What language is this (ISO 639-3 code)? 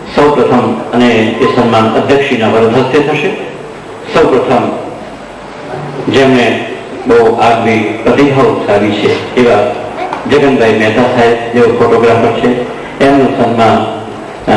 guj